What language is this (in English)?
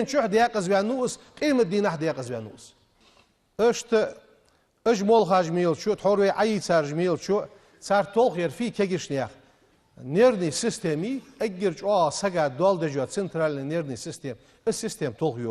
Ingush